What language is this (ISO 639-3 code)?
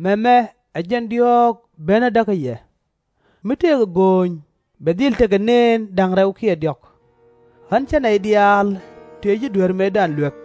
nus